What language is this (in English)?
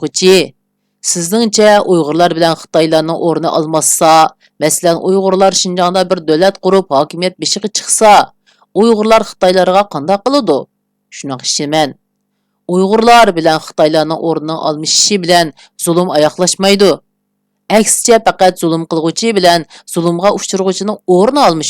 Uyghur